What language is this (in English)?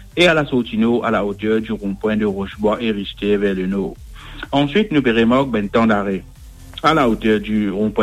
Morisyen